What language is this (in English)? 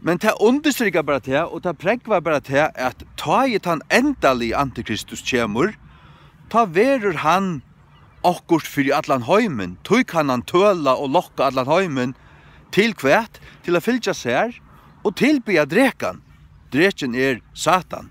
Faroese